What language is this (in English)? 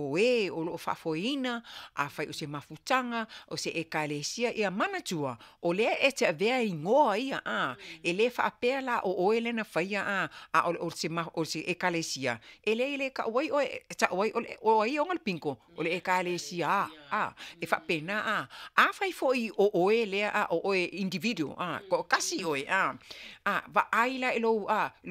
Samoan